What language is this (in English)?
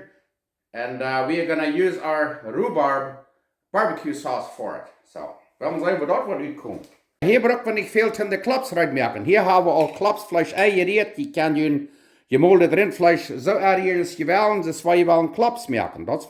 Plautdietsch